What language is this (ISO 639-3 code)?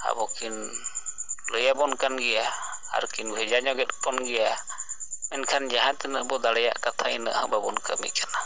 sat